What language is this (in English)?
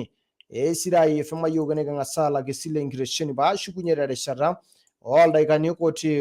Masai